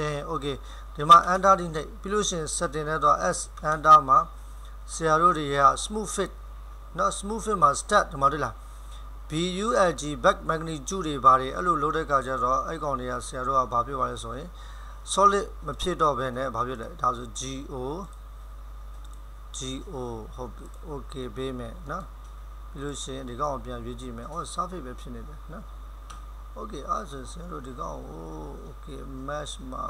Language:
Burmese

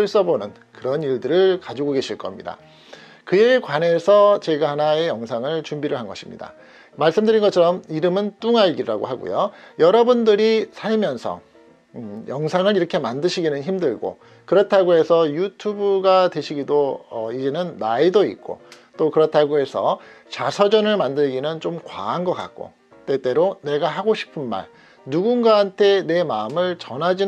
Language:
Korean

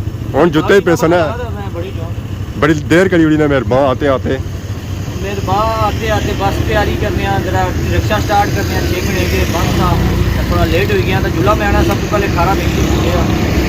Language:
Pahari-Potwari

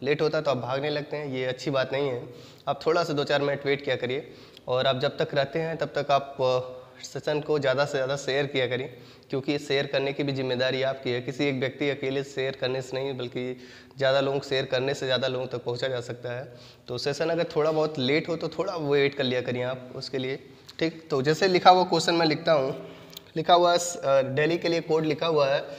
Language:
Hindi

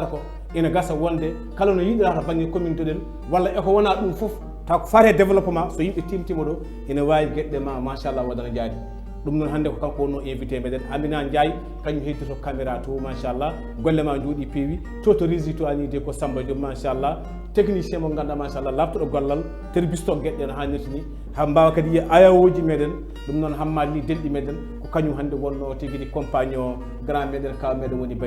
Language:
Fula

